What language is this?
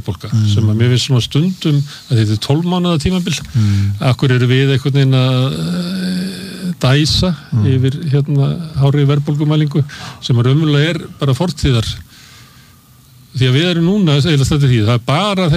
Icelandic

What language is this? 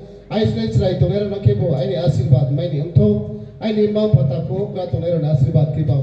Riang (India)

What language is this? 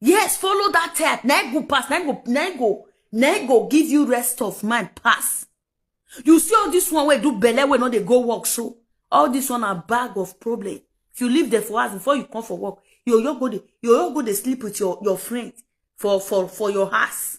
Nigerian Pidgin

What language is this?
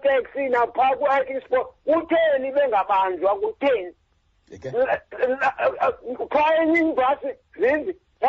Xhosa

